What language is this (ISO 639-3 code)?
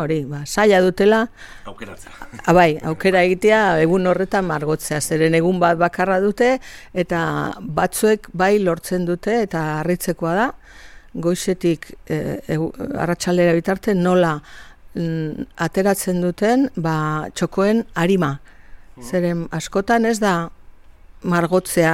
eus